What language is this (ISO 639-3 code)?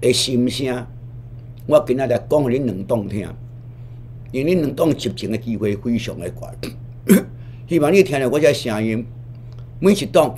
nan